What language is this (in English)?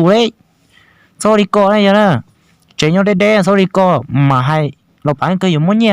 Hmong